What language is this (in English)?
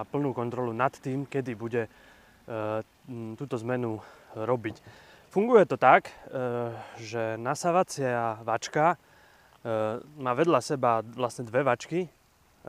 Slovak